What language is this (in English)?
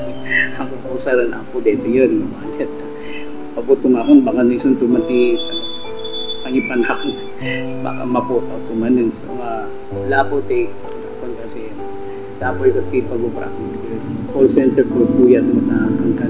Iloko